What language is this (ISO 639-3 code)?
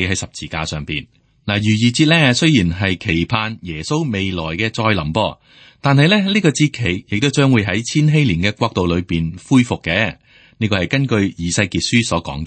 yue